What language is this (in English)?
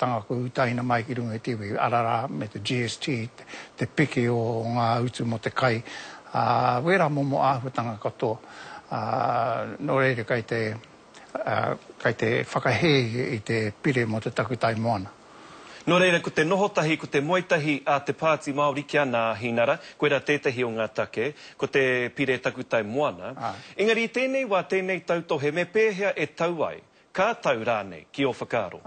Māori